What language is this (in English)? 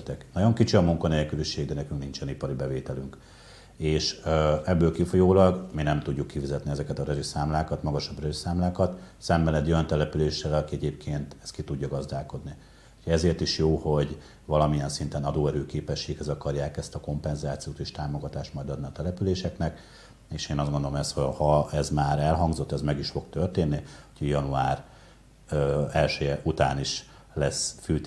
Hungarian